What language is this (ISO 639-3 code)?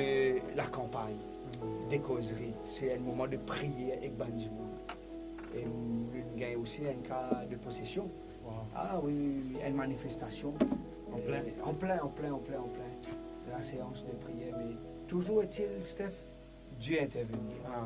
mfe